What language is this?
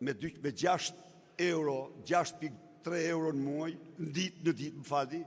Albanian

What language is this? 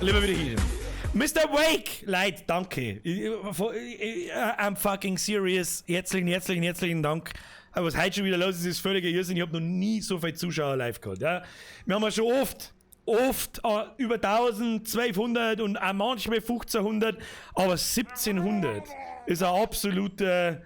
Bavarian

